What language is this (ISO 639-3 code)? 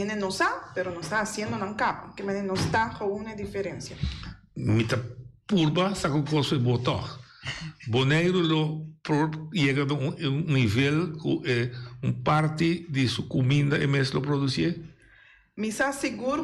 pap